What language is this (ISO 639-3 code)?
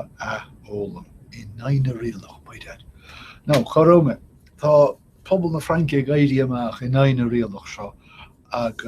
gle